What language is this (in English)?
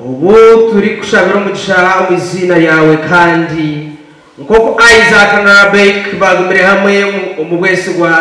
Nyankole